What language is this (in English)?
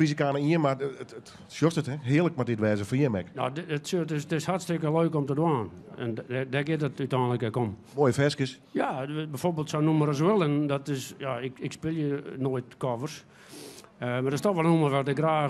Western Frisian